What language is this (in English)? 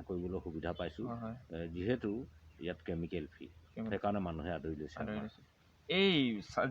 Assamese